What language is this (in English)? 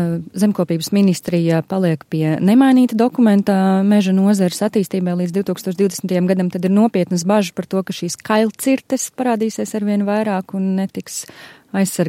Latvian